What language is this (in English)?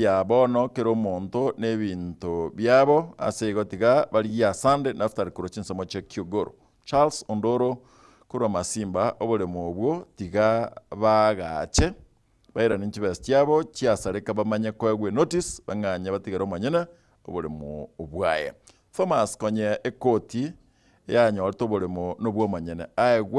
Gusii